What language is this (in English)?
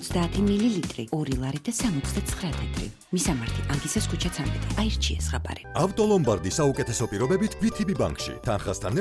Georgian